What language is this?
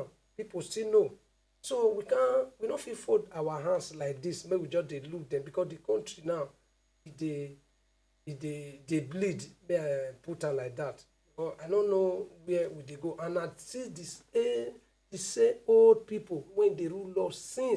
Nigerian Pidgin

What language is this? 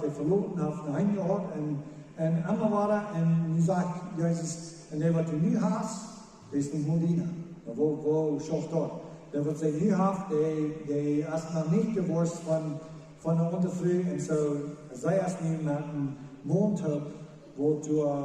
Plautdietsch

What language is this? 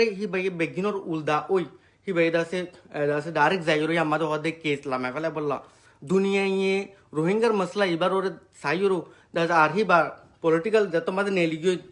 Rohingya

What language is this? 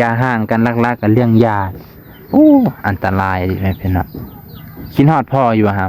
Lao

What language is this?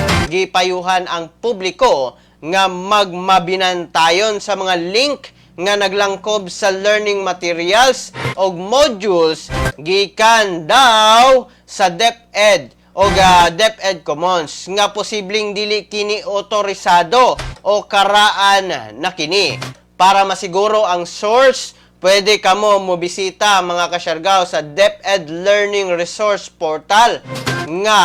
Cebuano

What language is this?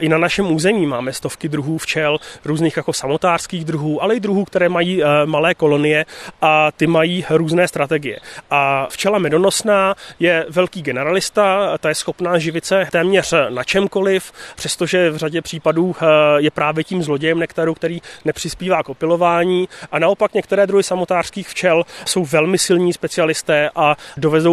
Czech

